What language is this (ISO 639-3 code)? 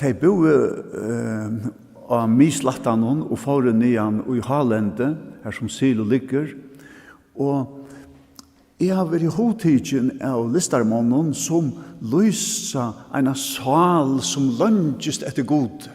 fao